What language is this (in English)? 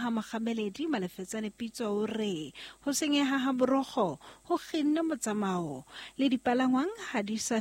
Southern Sotho